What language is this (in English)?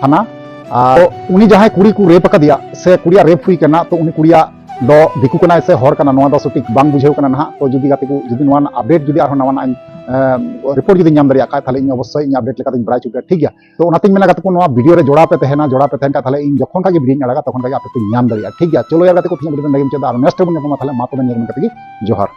Santali